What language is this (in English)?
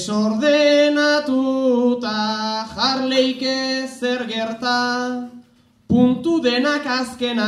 Basque